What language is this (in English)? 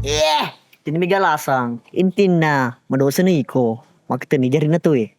Buginese